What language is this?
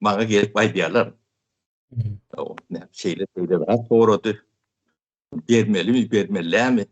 Turkmen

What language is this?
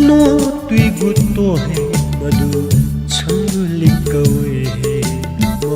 Newari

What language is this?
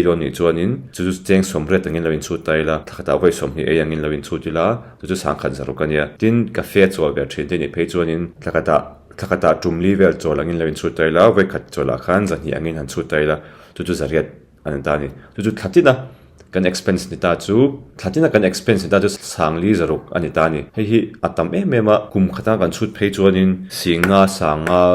Mizo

